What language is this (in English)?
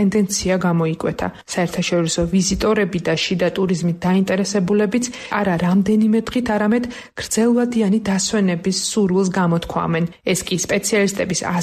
Georgian